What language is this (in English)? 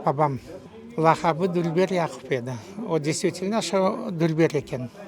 Crimean Tatar